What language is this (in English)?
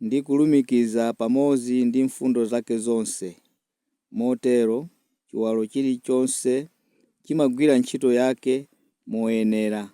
Nyanja